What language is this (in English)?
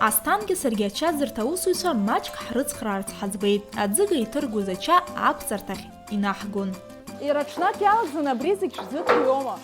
Abkhazian